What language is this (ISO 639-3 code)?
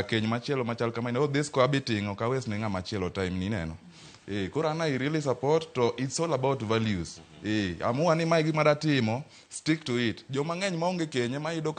luo